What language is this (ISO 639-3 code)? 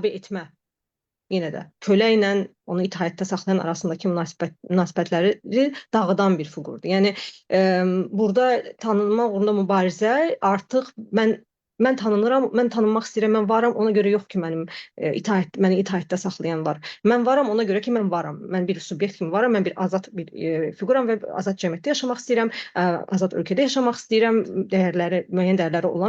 aze